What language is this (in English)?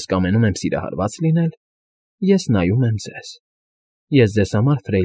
Armenian